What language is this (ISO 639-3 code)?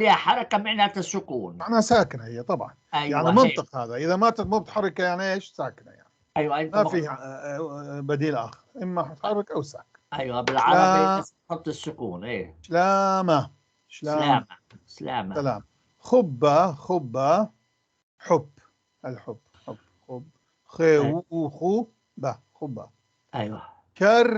apc